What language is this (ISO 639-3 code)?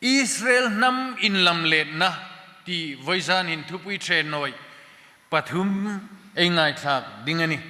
hmr